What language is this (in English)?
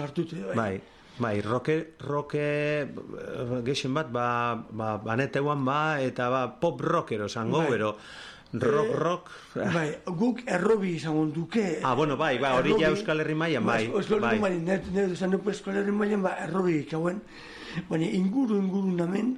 Basque